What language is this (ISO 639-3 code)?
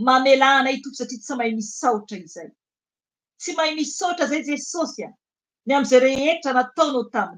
mlg